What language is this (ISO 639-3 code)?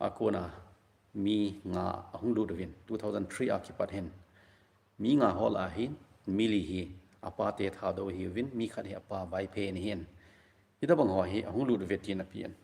tcz